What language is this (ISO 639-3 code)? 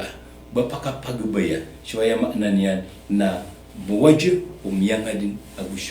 mrw